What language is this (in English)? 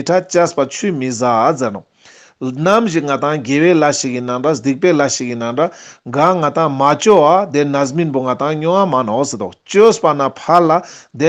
Ladakhi